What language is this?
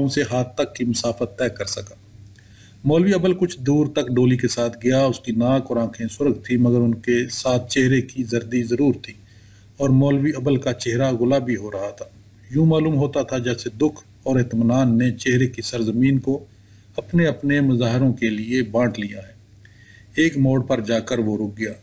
Urdu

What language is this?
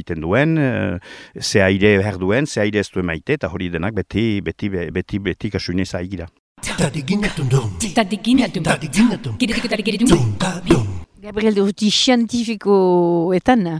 Basque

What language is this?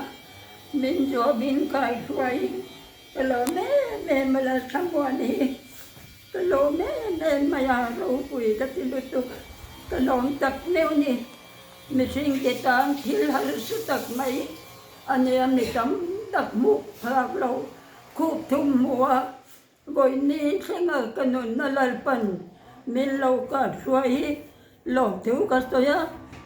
Mizo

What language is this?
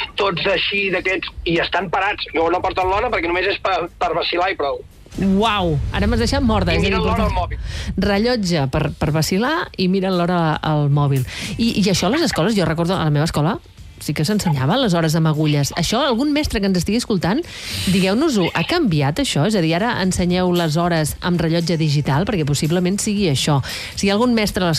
Catalan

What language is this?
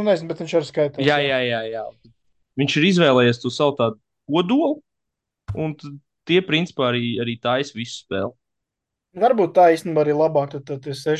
Latvian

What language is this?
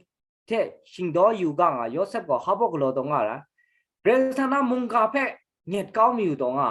Kachin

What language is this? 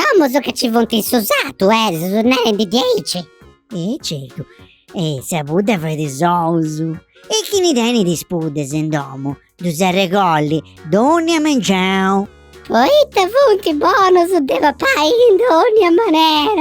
Sardinian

